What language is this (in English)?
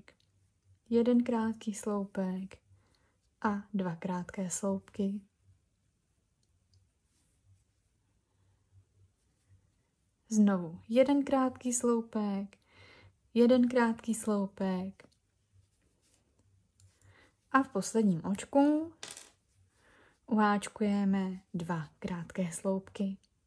Czech